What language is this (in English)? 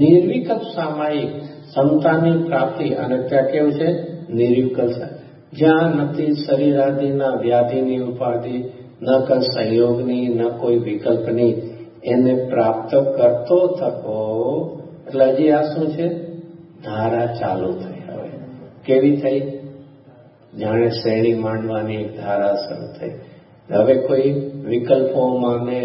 Gujarati